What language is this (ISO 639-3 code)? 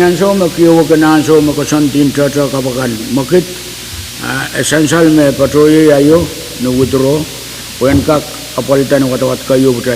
pon